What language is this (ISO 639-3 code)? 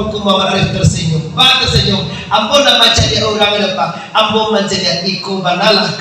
min